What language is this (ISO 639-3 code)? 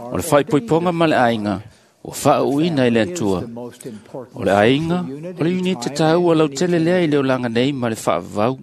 smo